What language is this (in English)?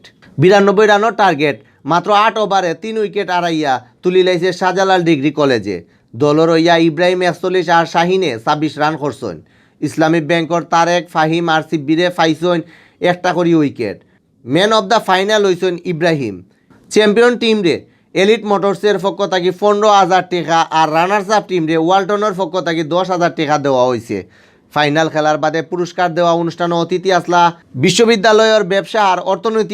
Sylheti